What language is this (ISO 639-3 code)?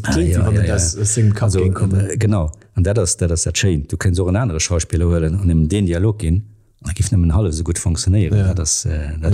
ltz